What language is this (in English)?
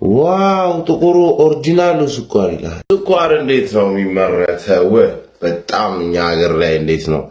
Amharic